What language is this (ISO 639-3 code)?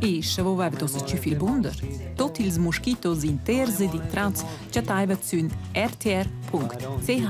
roh